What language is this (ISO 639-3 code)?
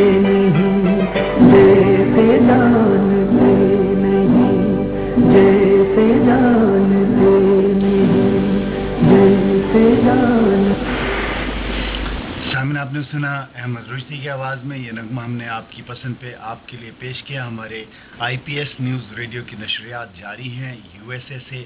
urd